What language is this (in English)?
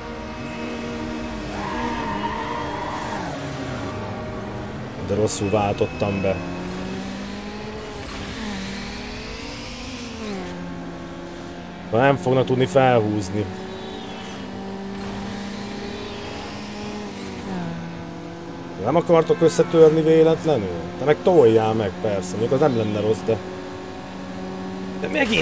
Hungarian